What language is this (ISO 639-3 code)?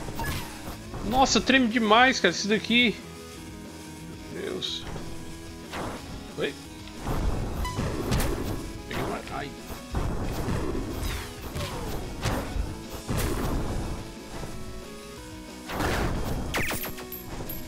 por